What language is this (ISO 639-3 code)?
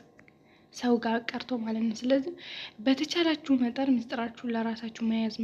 amh